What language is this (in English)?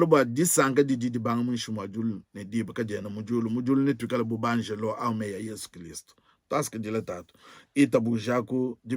Luba-Lulua